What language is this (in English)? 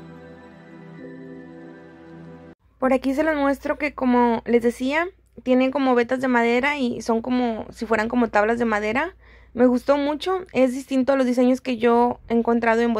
Spanish